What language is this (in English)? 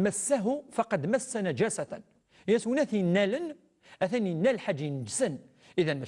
Kabyle